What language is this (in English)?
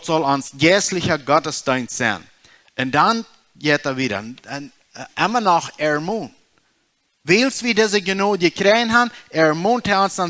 Plautdietsch